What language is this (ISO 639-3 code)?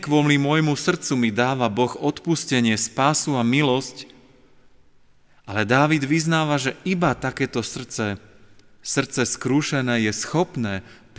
slk